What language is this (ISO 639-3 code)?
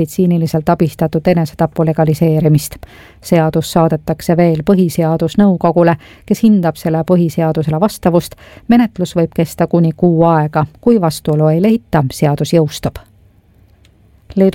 est